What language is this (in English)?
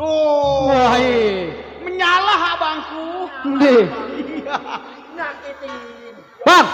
Betawi